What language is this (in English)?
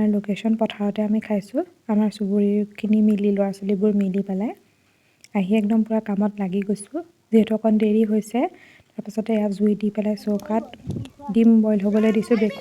Assamese